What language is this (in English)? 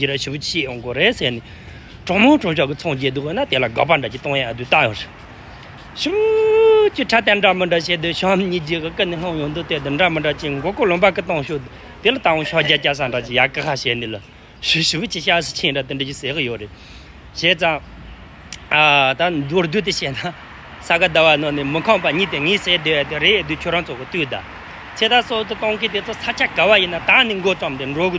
Tibetan